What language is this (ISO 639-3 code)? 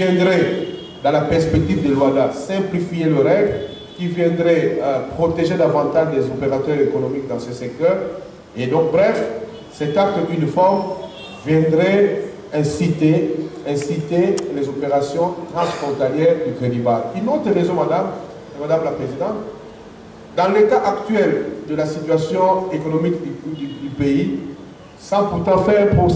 fra